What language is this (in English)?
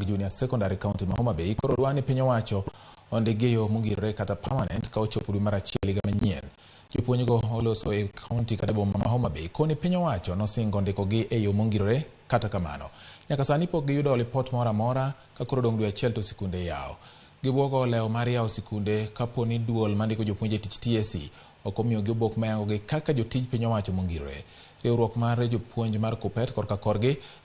Luo (Kenya and Tanzania)